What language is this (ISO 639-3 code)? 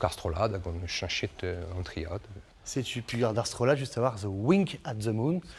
bre